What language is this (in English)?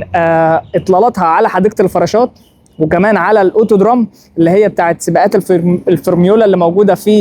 Egyptian Arabic